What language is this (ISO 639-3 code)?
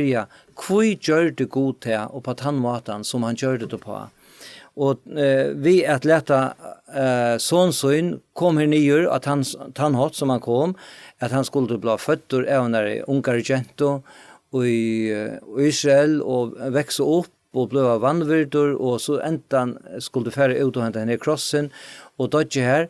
fao